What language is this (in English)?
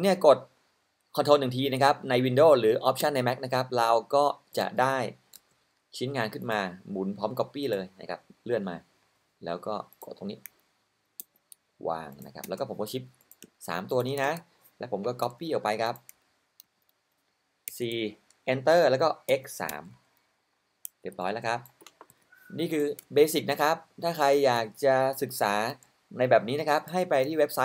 Thai